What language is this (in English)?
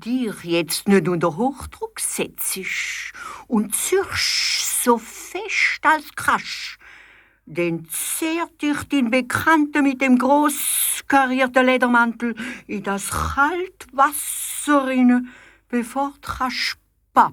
Swiss German